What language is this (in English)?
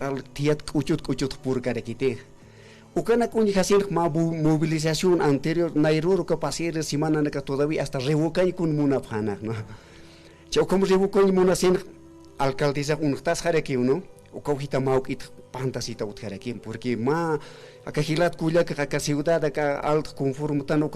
Aymara